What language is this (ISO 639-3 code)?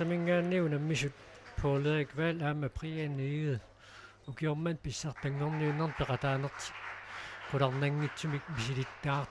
kal